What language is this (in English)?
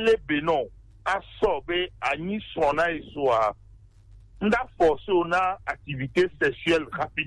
Gen